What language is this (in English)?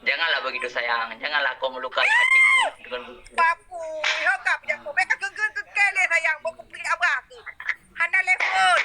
Achinese